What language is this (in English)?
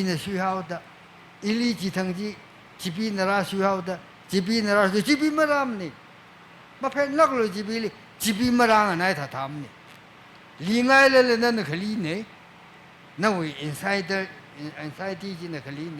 Tangkhul Naga (India)